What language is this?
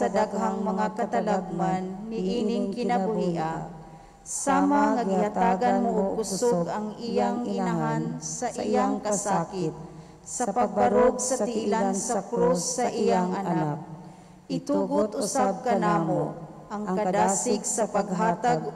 Cebuano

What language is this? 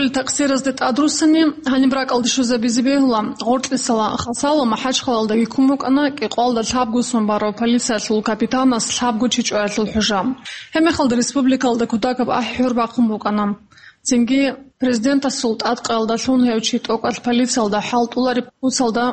Avaric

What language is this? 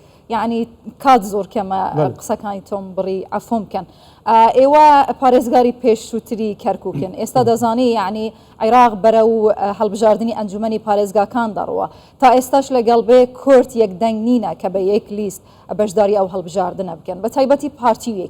Central Kurdish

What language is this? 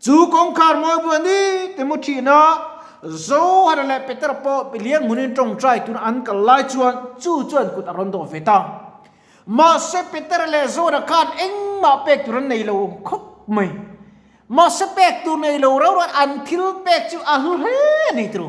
Mizo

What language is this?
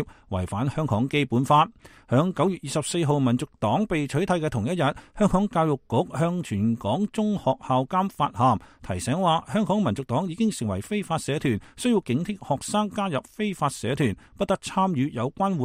Cantonese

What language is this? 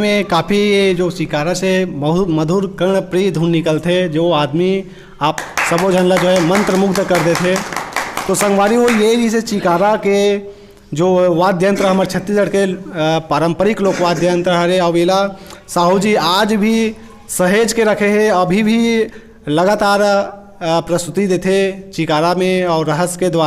Chhattisgarhi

